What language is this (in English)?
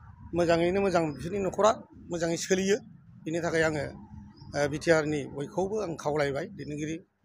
Bodo